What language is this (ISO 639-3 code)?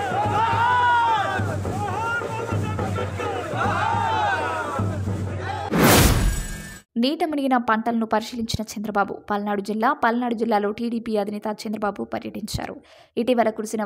tel